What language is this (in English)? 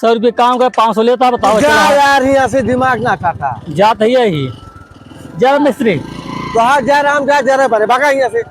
Awadhi